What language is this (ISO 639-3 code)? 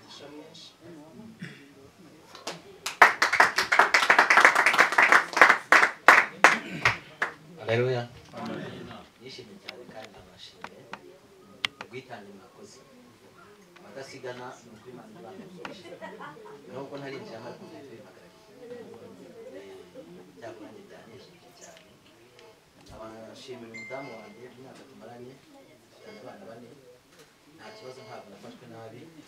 kin